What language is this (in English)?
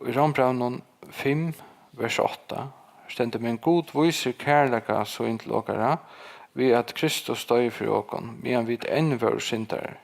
Faroese